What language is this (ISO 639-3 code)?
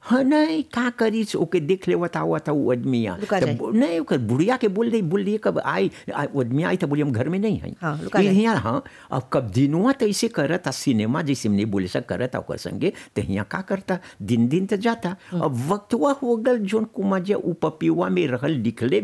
bho